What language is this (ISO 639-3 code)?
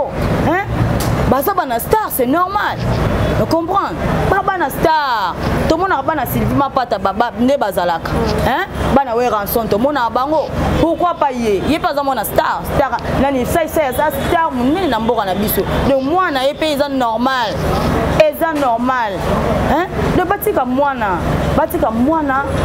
lin